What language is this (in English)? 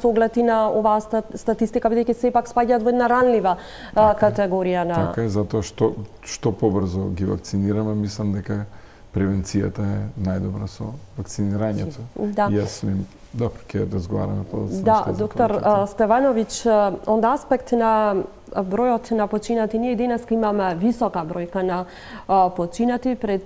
Macedonian